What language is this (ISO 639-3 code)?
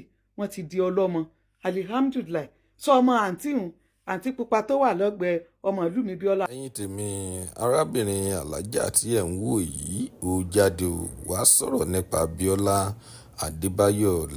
yor